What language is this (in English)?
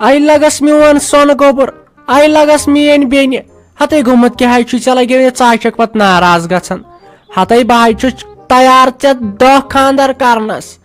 Kashmiri